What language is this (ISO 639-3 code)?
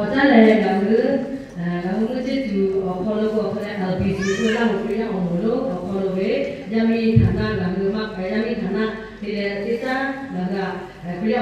lhu